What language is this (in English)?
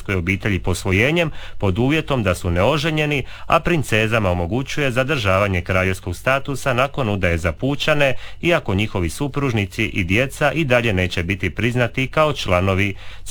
Croatian